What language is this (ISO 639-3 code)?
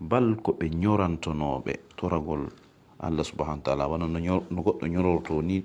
ful